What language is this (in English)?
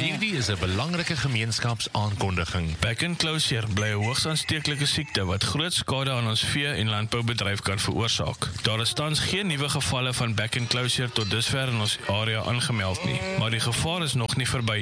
Afrikaans